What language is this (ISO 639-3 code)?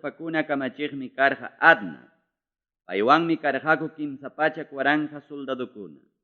quy